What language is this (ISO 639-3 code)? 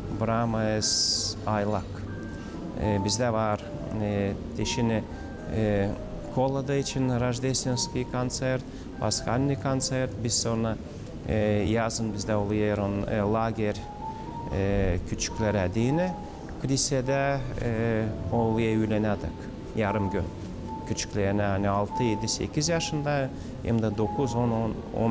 gag